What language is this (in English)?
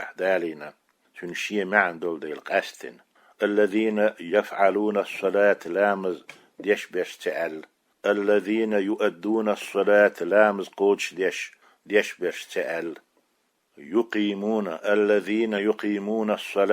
Chechen